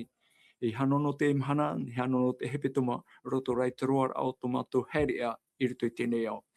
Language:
Tahitian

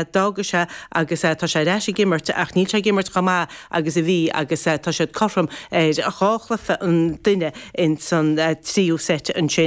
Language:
Irish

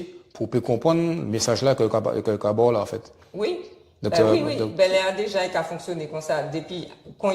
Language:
Guadeloupean Creole French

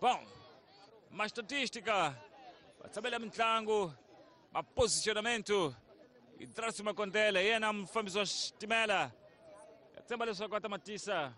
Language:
Tsonga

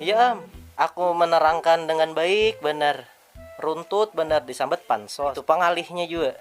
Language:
Banjar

